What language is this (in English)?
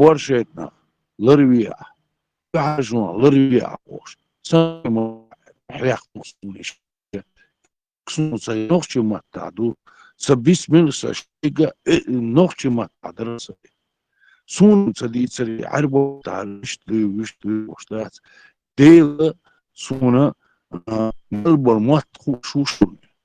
Chechen